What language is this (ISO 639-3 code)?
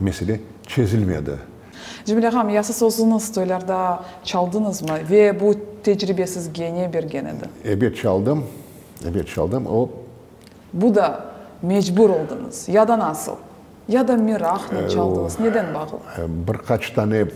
crh